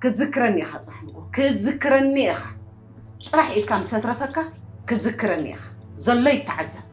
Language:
Tigrinya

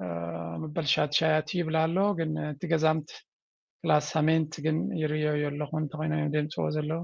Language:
Tigrinya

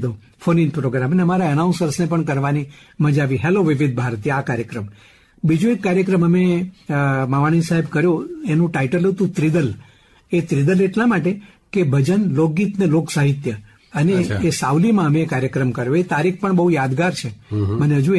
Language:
Gujarati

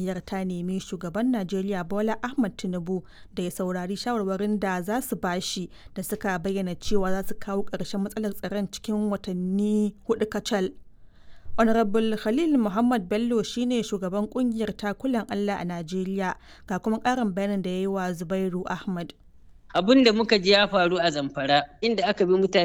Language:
Hausa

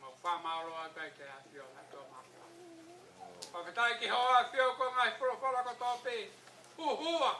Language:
Tongan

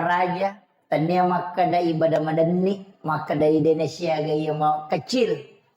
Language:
Buginese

